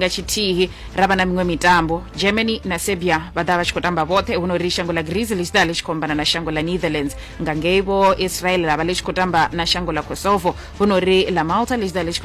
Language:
Venda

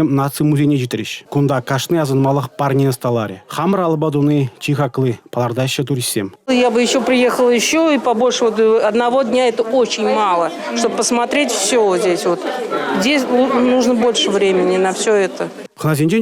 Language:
Chuvash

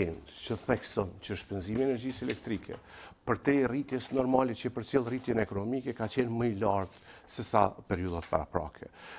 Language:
Albanian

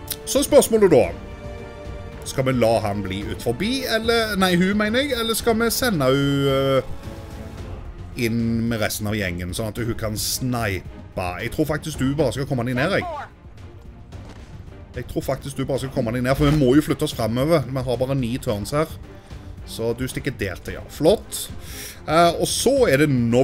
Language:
Norwegian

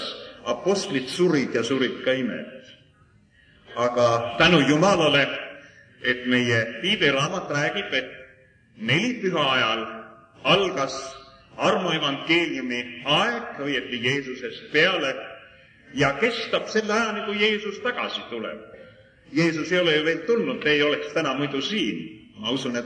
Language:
Estonian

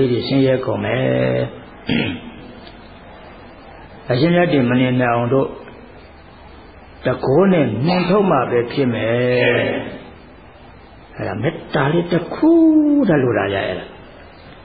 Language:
Burmese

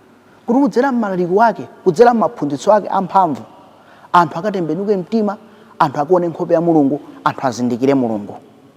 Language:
Nyanja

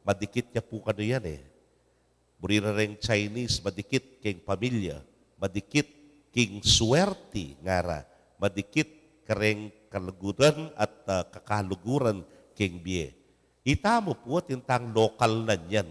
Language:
Pampanga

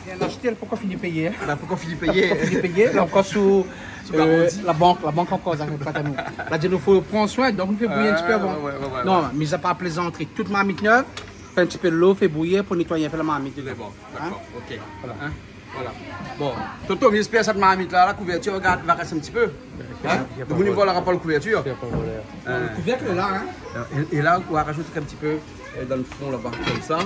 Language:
Réunion Creole French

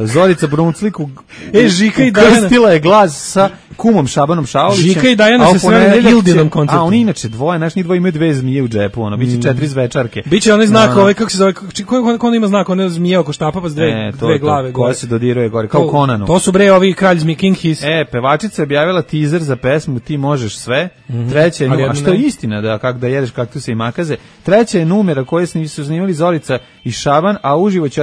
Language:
Serbian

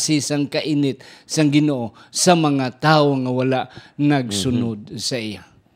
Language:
Hiligaynon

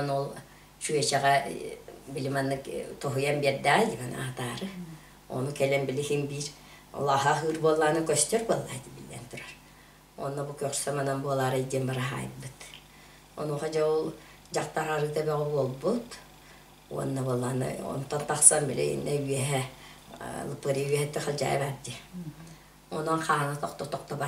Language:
Yakut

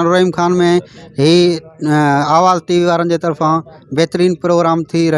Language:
Sindhi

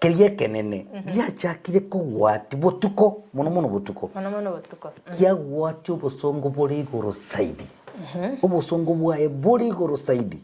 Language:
Gusii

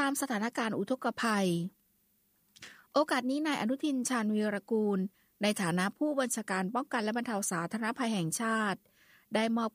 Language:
Thai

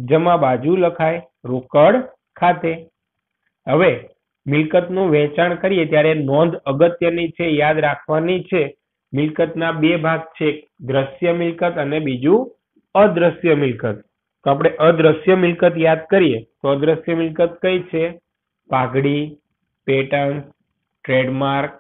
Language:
Gujarati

